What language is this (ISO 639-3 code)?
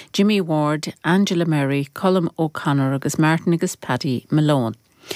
gle